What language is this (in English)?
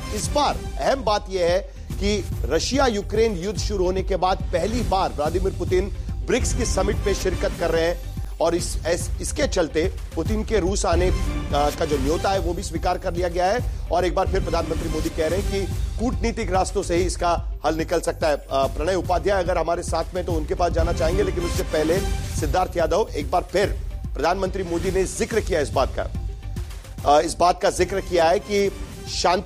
Hindi